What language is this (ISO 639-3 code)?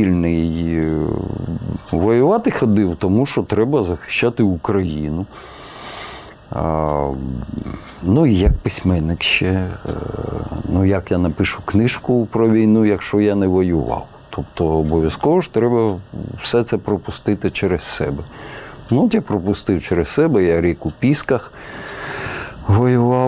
ukr